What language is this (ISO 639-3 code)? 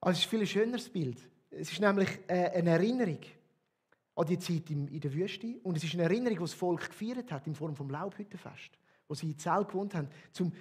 gsw